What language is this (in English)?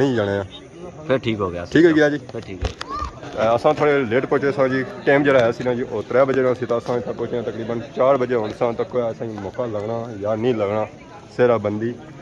Pahari-Potwari